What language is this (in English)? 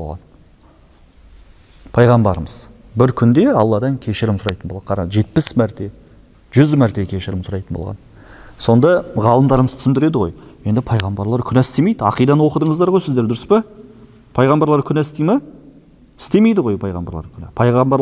Kazakh